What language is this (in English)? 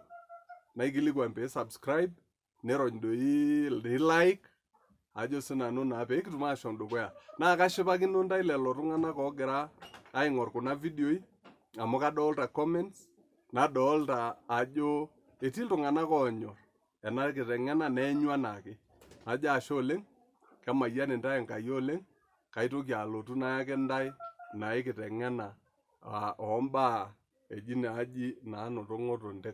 Masai